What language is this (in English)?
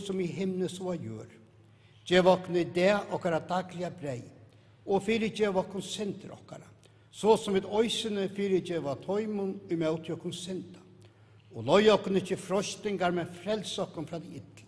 Faroese